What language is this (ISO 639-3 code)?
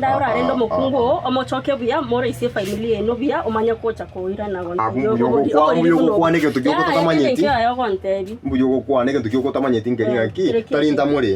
guz